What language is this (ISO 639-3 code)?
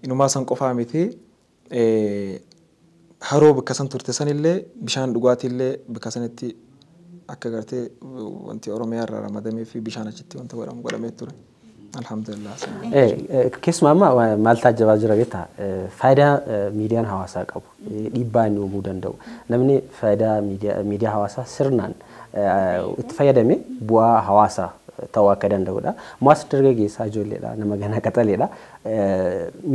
orm